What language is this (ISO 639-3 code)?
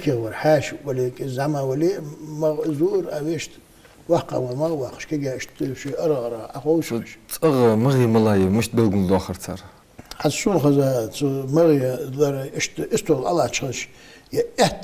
inh